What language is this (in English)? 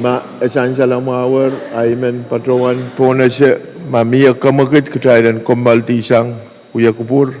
Pohnpeian